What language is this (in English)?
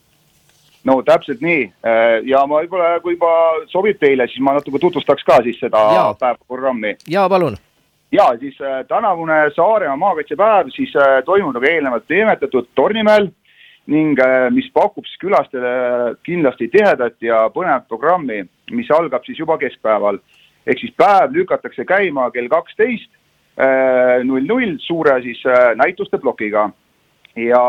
Estonian